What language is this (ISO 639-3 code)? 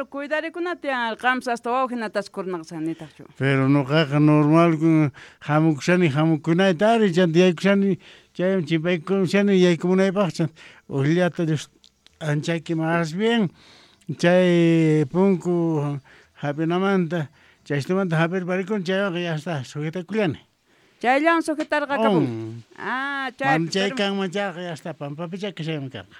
quh